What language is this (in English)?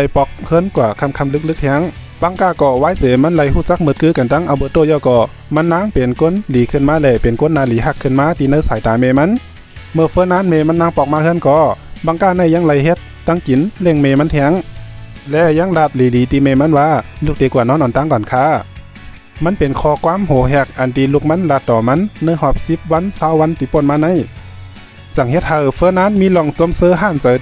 Shan